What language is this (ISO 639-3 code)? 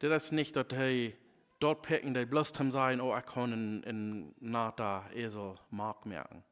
pdt